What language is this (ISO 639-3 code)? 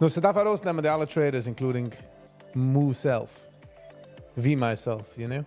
yid